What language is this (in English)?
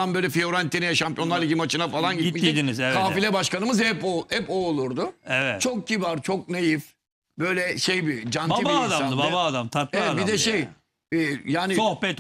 Turkish